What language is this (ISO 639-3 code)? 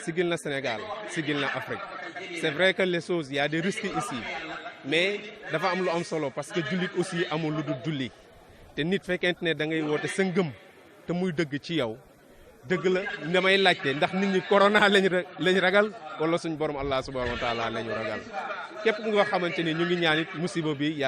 wol